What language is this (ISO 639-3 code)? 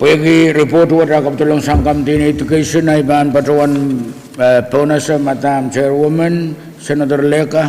pon